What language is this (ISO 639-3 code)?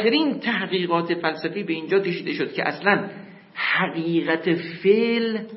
fas